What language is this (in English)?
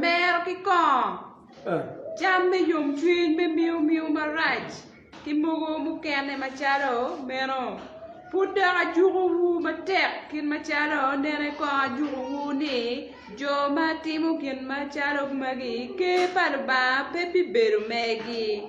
Acoli